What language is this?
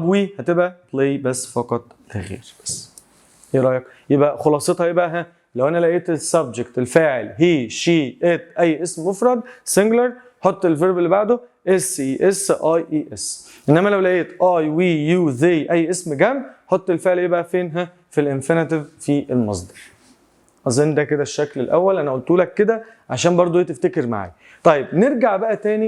Egyptian Arabic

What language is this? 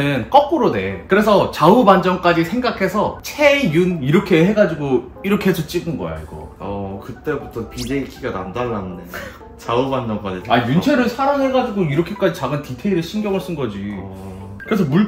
Korean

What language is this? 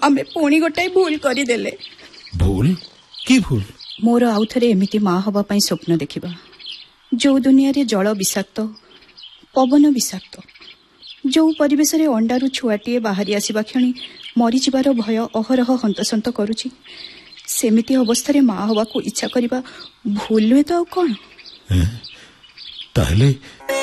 Odia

